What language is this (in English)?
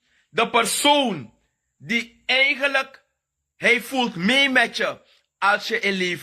Sranan Tongo